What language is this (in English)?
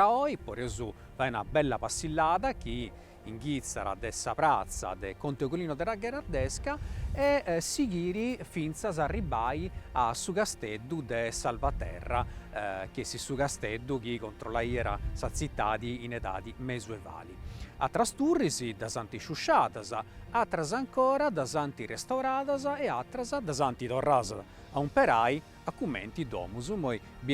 Sardinian